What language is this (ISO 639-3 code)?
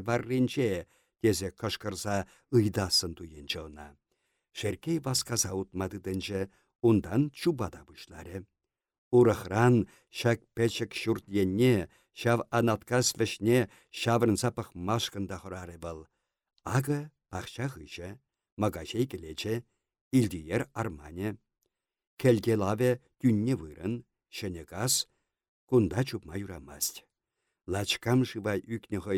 chv